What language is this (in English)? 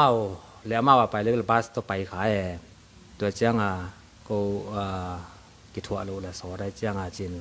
Tedim Chin